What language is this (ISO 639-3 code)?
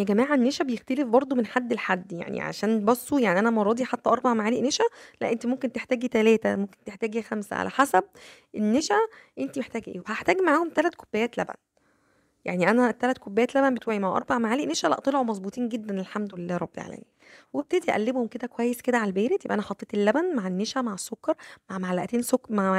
arz